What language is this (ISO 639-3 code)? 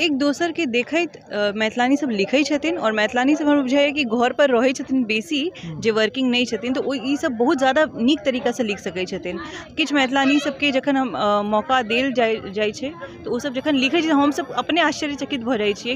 mai